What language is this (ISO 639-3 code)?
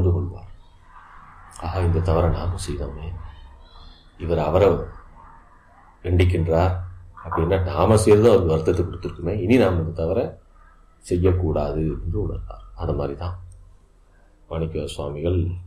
tam